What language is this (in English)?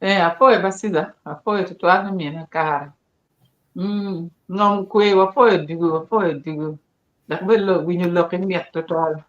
Acoli